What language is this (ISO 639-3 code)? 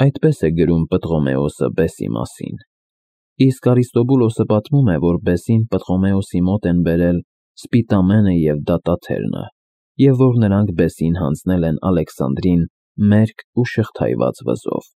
hye